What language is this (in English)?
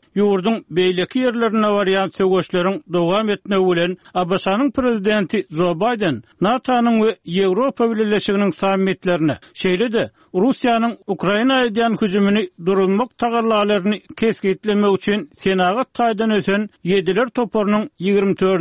Turkmen